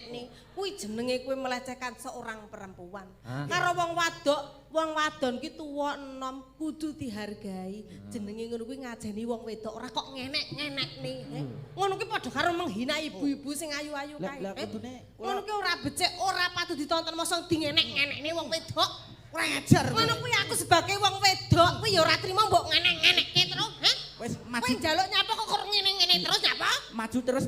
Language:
Javanese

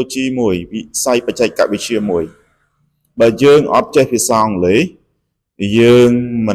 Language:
Khmer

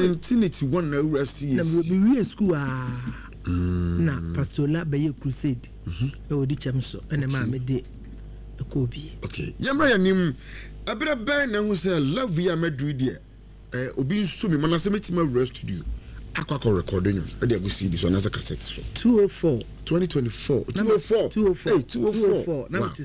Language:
Akan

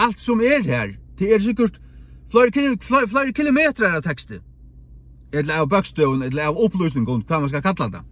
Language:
Faroese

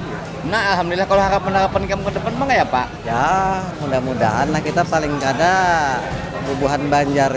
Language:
Banjar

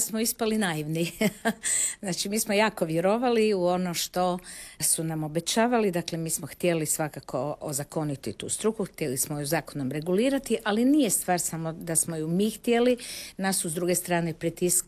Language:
Croatian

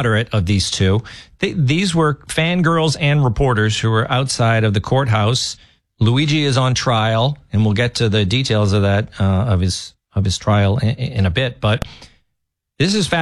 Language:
English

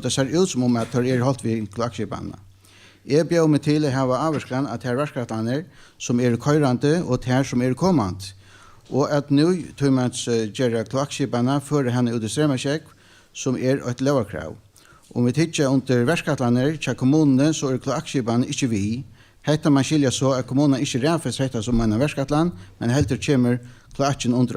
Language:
Faroese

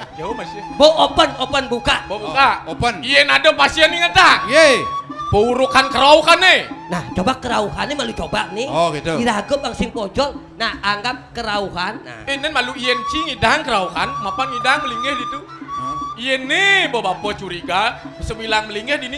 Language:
Balinese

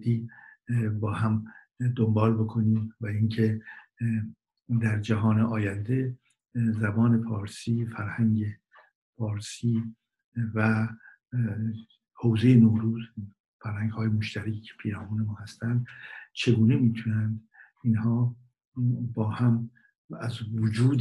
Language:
Persian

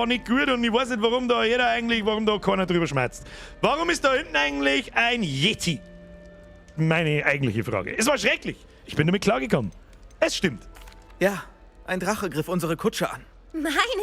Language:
Bavarian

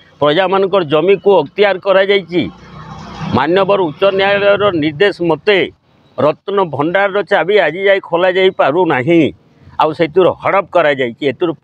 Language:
Odia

